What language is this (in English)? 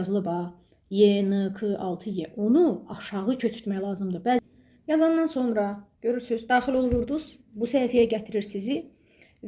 Azerbaijani